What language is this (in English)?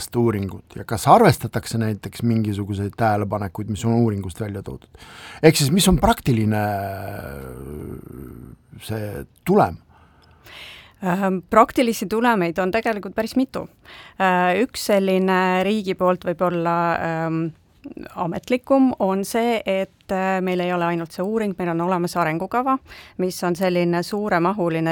Estonian